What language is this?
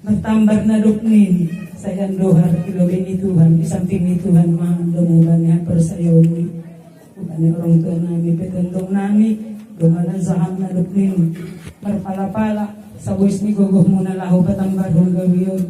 Batak Simalungun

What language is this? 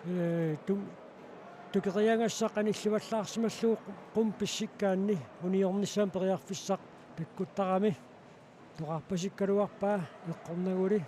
Kalaallisut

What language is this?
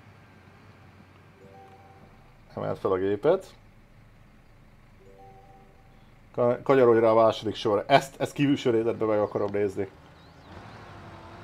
Hungarian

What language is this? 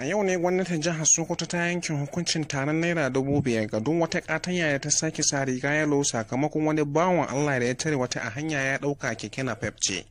Hausa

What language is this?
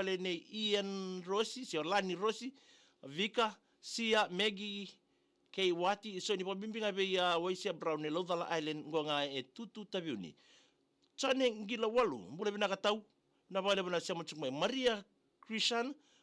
Fijian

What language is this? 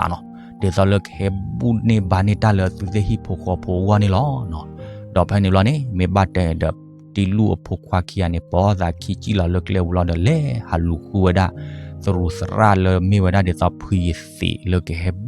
S'gaw Karen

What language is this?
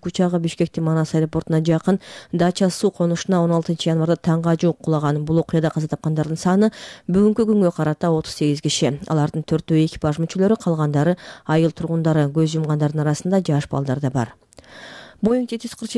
Kyrgyz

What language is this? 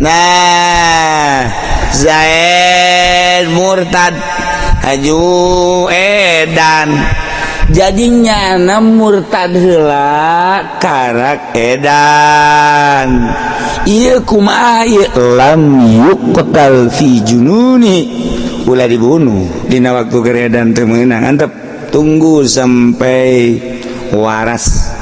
Sundanese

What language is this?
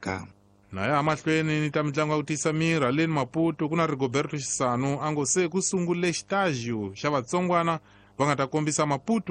Tsonga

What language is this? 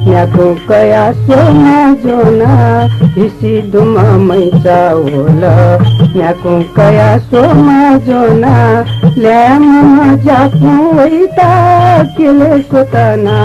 Newari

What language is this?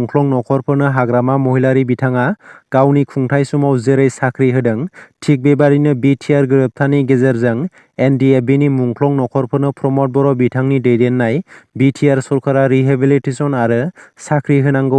Bodo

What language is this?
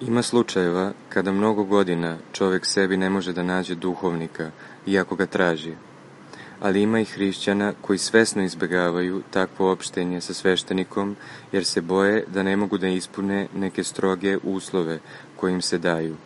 Serbian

